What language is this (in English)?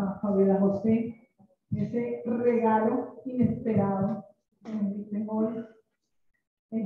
Spanish